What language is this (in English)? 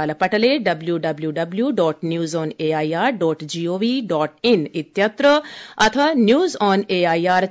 Sanskrit